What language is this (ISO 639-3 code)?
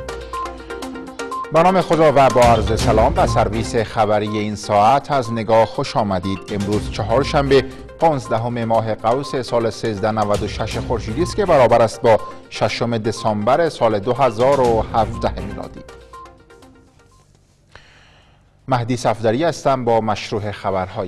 fas